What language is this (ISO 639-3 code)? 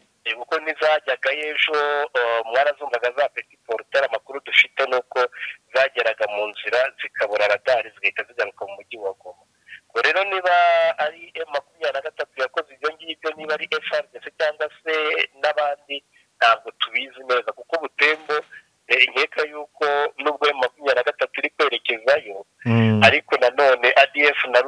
kin